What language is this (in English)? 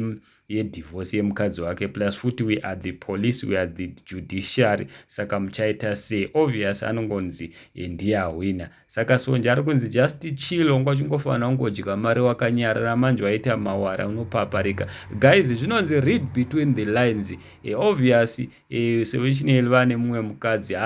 Shona